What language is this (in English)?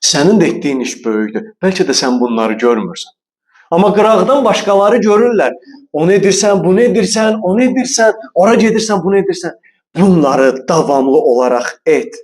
Azerbaijani